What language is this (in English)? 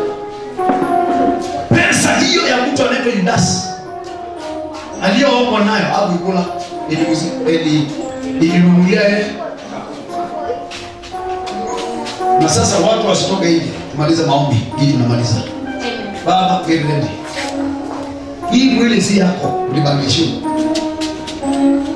Swahili